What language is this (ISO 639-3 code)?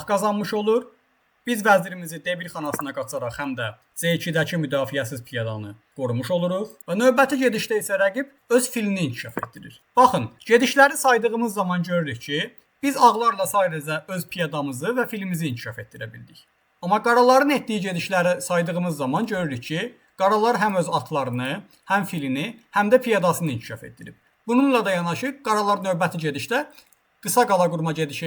aze